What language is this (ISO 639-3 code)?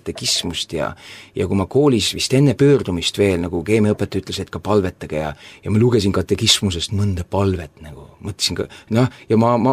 est